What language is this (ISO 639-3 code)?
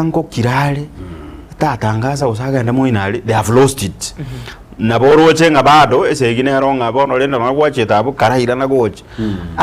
guz